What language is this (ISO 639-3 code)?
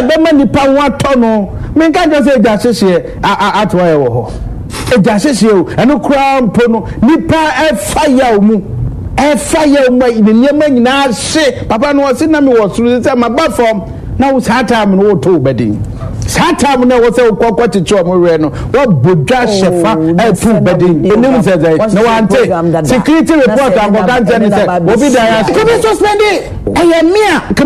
aka